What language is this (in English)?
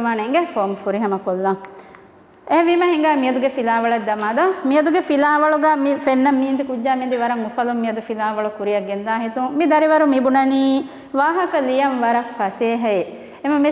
Divehi